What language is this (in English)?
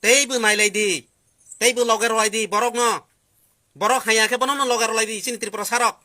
Kok Borok